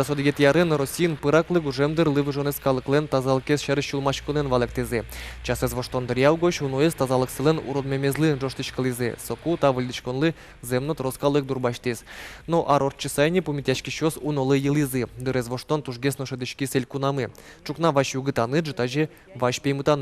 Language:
Udmurt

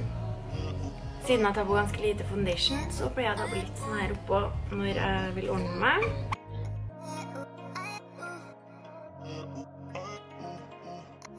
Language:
Norwegian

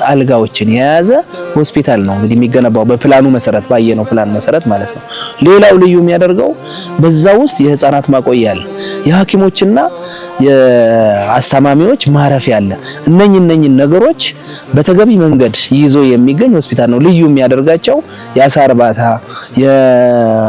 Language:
Amharic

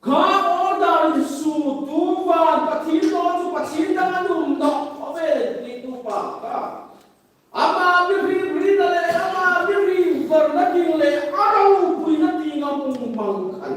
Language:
Hmar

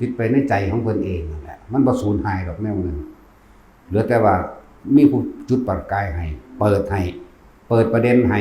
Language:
Northeastern Thai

